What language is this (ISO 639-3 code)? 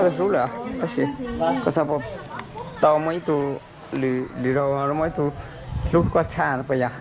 hmn